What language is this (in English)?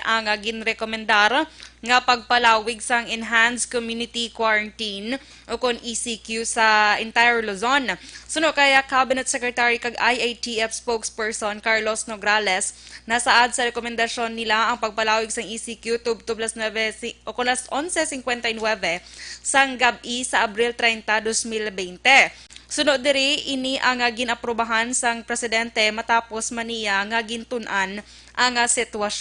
Hiligaynon